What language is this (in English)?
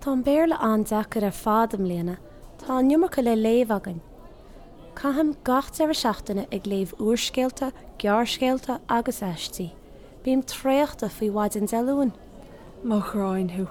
Irish